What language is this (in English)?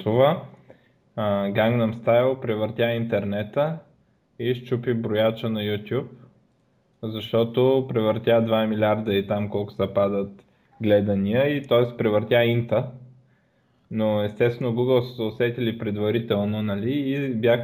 Bulgarian